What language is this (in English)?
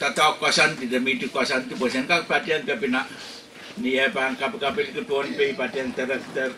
Pohnpeian